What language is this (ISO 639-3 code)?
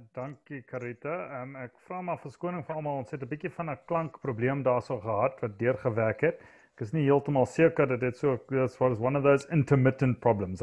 afr